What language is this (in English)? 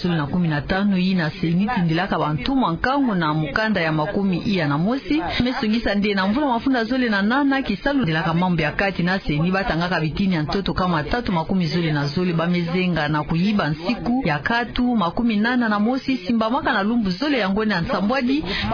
Kituba (Democratic Republic of Congo)